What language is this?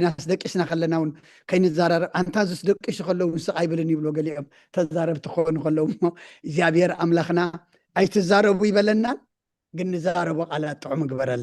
Tigrinya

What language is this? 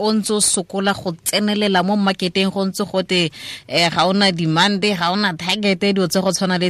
Tswana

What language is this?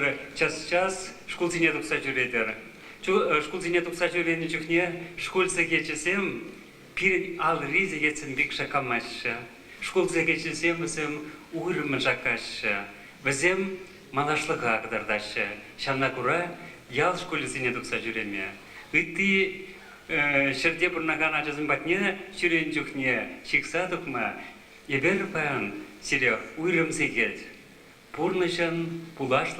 Chuvash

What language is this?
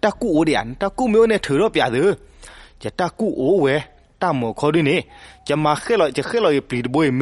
S'gaw Karen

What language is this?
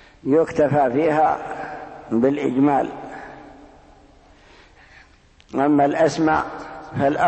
Arabic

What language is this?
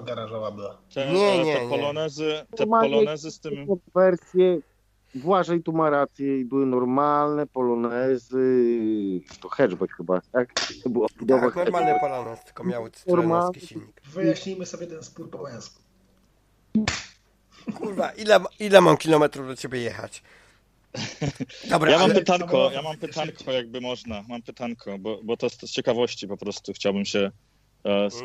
Polish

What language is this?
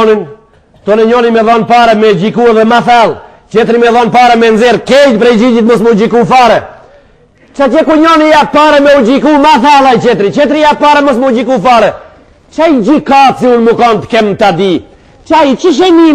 Albanian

